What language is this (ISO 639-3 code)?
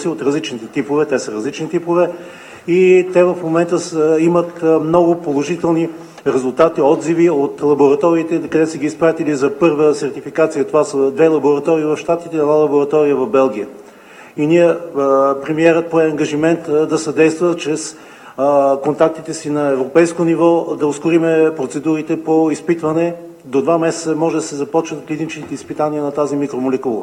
bul